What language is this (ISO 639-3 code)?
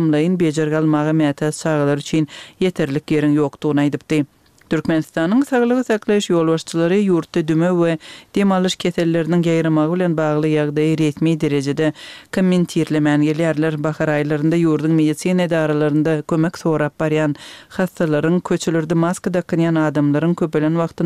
tuk